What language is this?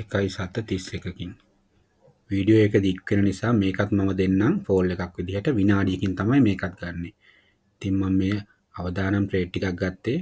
Sinhala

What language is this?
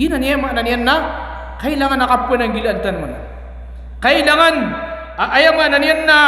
Maranao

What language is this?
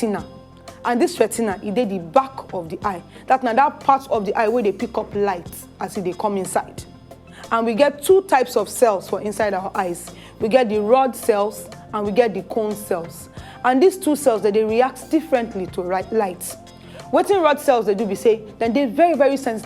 Nigerian Pidgin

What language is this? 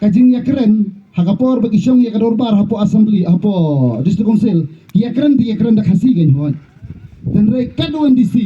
Khasi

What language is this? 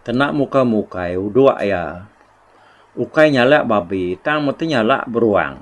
Iban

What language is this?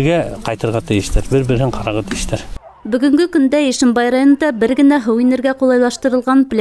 Bashkir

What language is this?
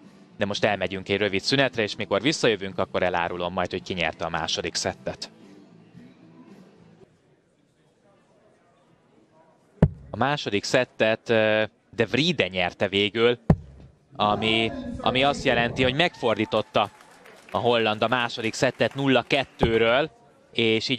Hungarian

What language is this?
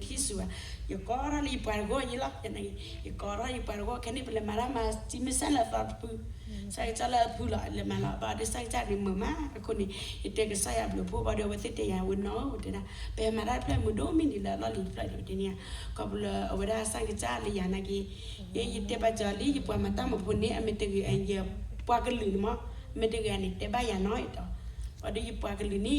S'gaw Karen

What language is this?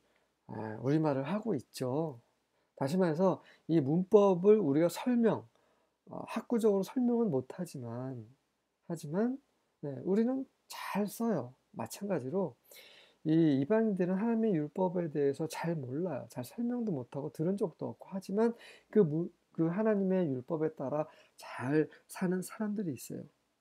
Korean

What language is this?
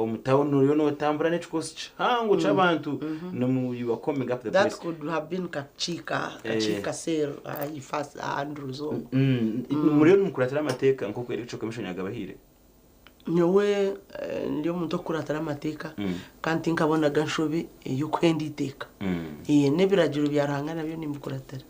Nyankole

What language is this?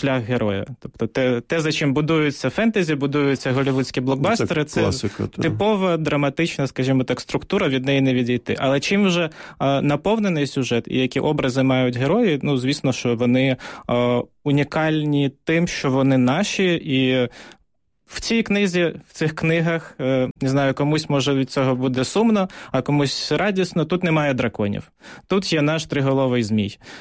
Ukrainian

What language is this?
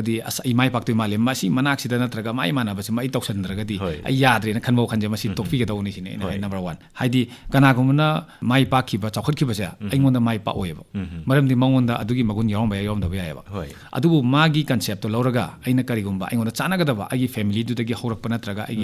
Manipuri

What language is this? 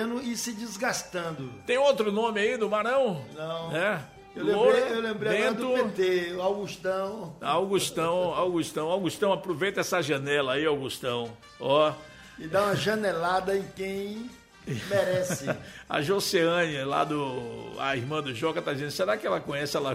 Portuguese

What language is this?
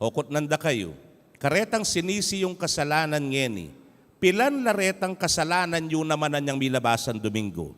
Pampanga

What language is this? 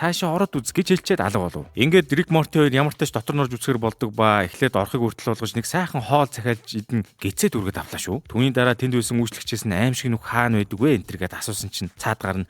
Mongolian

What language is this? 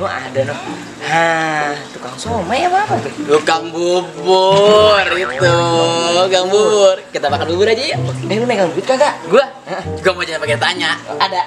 Betawi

